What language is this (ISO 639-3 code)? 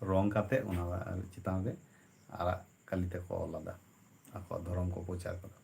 sat